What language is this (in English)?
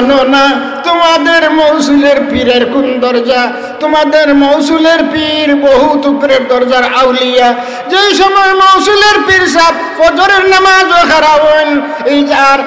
Sylheti